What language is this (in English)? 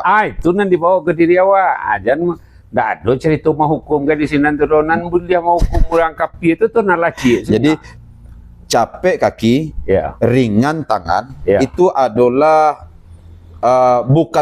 Minangkabau